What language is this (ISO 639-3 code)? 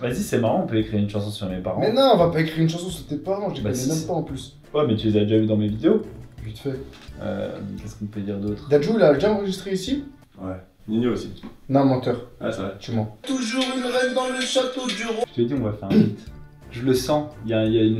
fra